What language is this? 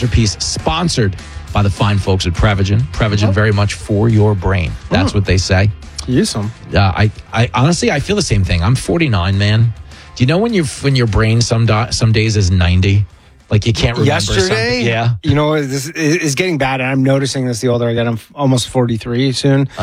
English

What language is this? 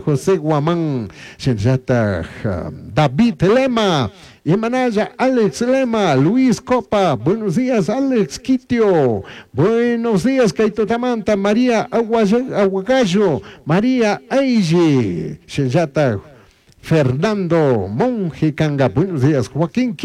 Chimborazo Highland Quichua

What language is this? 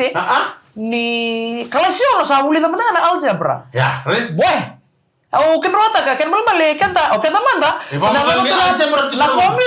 Fijian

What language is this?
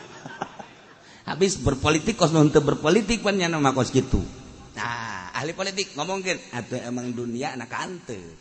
Sundanese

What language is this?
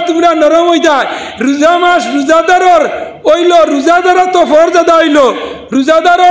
Sylheti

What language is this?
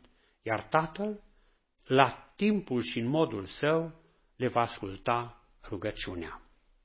Romanian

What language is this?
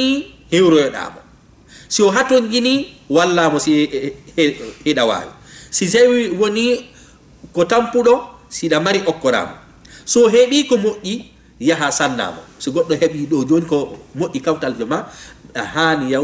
Fula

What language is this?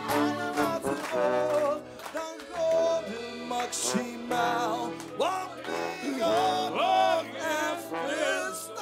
Limburgish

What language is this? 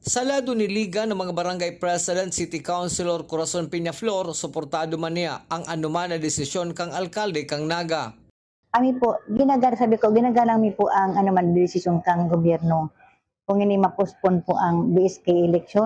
Bikol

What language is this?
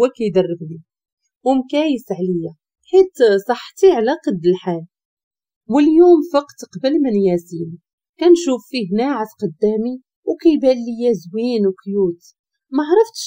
Moroccan Arabic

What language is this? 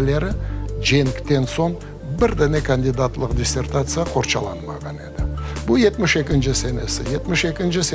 Crimean Tatar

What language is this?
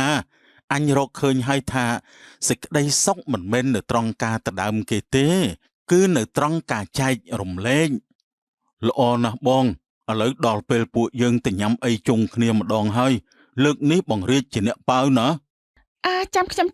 Khmer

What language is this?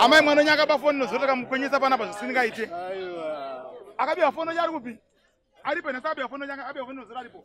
Shona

